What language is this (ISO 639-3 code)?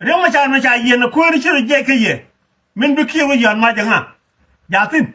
nus